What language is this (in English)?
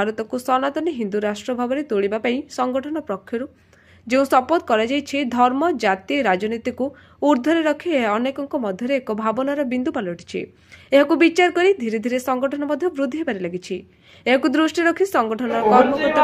Odia